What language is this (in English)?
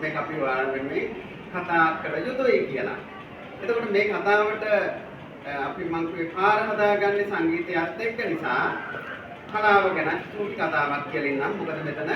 Sinhala